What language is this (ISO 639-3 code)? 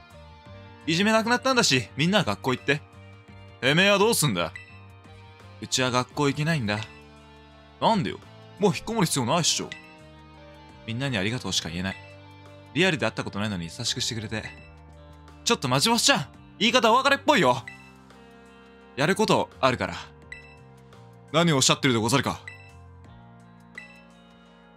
jpn